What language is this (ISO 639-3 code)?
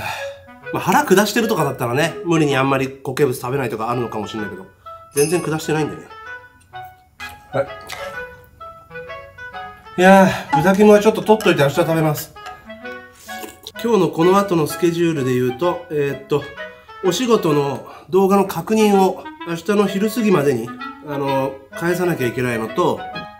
jpn